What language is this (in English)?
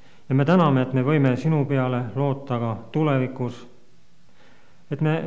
Estonian